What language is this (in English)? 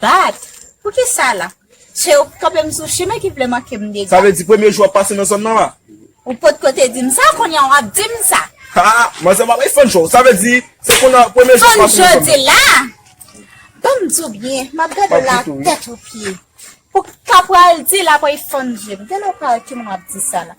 Haitian Creole